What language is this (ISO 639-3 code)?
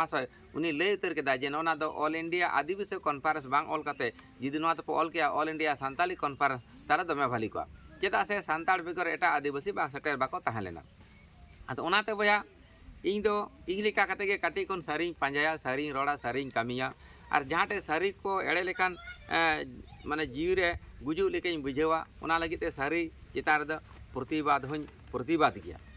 sat